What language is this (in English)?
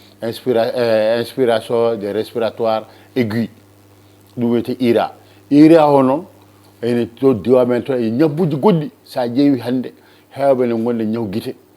Fula